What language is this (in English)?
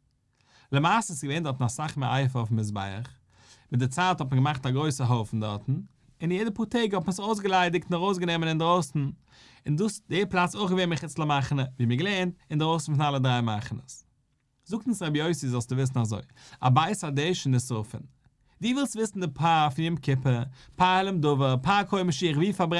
Yiddish